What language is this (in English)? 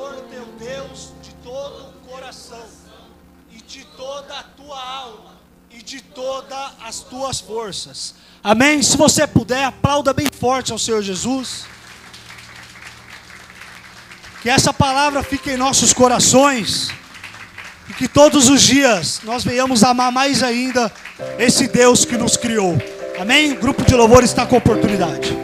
Portuguese